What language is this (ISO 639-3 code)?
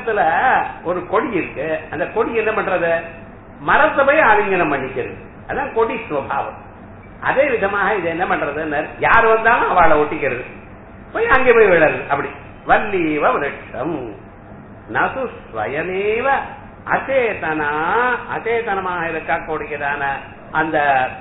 tam